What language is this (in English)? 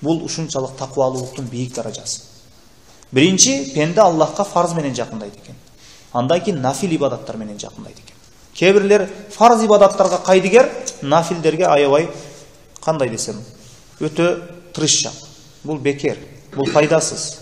Kyrgyz